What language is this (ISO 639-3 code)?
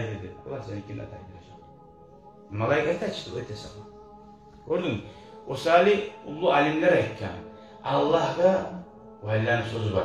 kum